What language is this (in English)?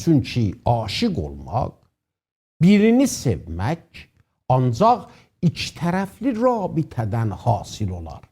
South Azerbaijani